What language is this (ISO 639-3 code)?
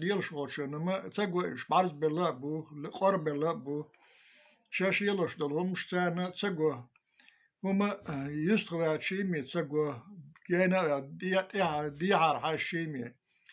che